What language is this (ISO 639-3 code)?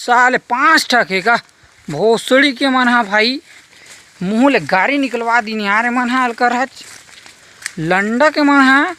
hne